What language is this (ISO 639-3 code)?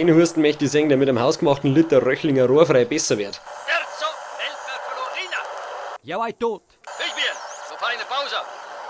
bar